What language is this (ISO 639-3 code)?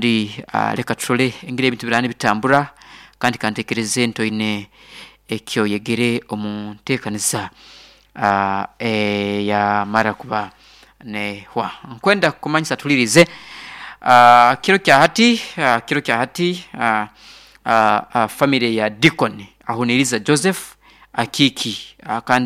nyo